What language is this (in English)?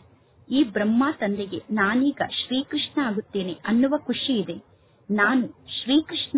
Kannada